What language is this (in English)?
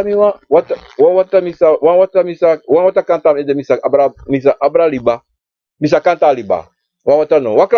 Sranan Tongo